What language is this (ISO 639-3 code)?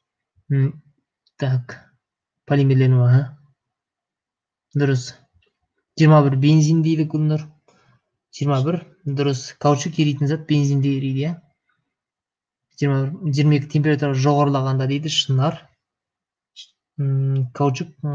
kaz